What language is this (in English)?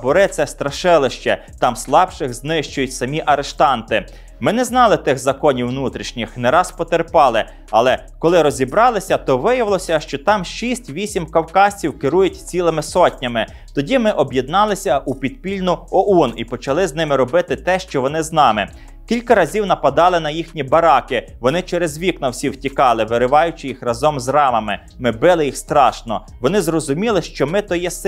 Ukrainian